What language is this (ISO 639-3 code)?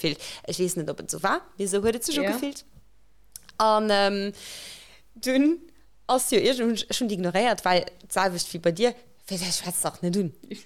ltz